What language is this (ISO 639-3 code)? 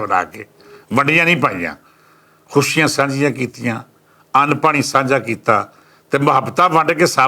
lah